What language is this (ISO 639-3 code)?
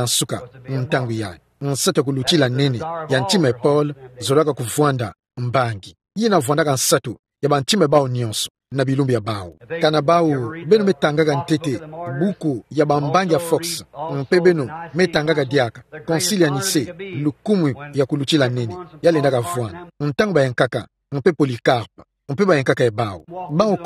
ktu